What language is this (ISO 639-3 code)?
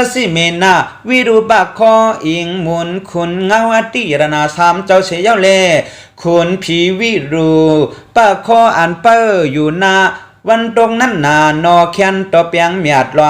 shn